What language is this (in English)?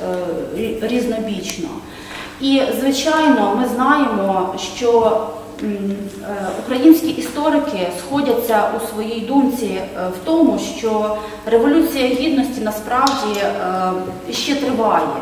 Ukrainian